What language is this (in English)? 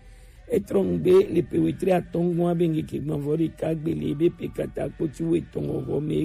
Gen